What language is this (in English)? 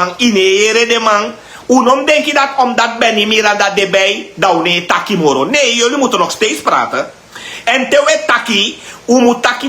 Sranan Tongo